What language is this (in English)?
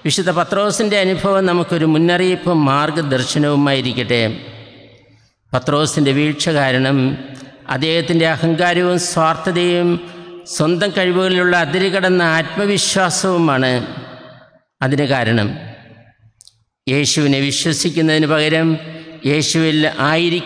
Malayalam